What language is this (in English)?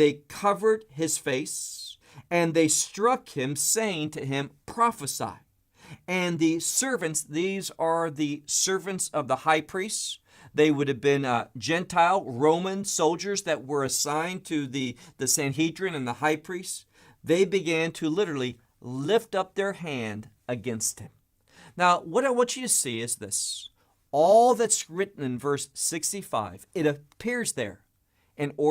English